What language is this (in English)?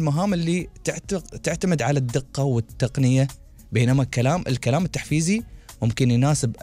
Gulf Arabic